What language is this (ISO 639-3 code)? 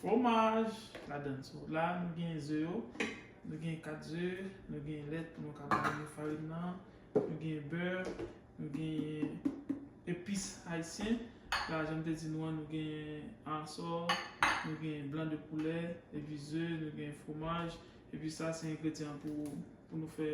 hat